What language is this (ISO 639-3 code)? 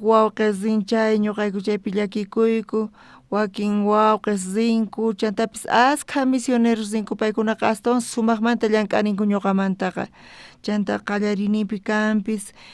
quh